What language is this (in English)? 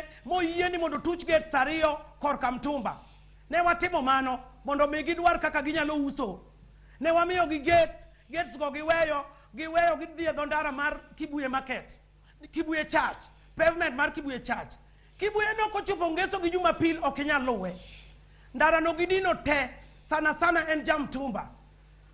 Luo (Kenya and Tanzania)